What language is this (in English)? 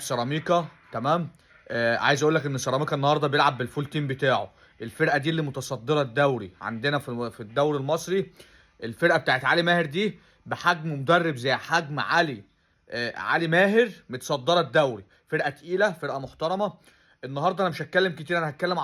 Egyptian Arabic